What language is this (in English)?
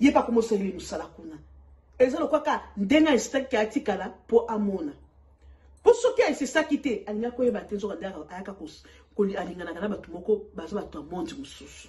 Lingala